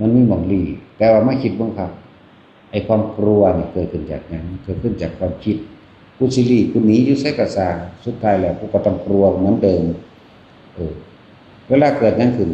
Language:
Northeastern Thai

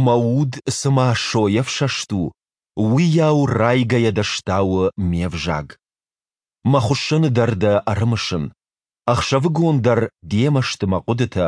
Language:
Ossetic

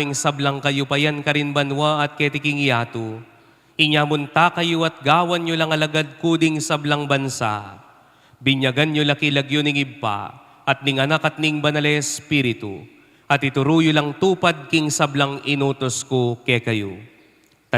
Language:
Pampanga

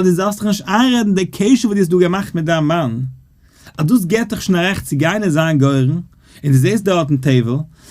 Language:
Yiddish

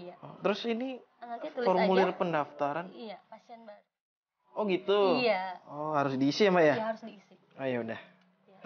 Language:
Indonesian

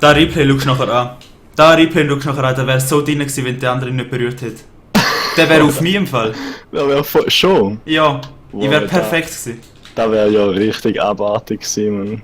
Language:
Swiss German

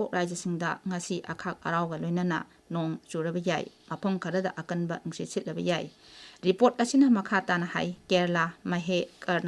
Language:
Manipuri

